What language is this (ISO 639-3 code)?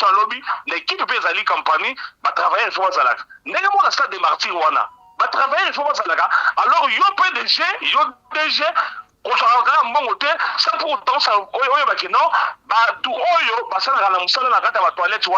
lin